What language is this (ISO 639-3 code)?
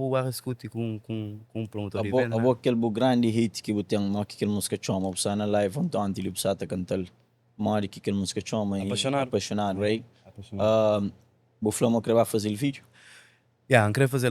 kea